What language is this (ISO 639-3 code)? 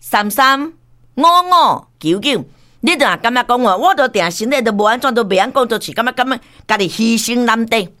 nan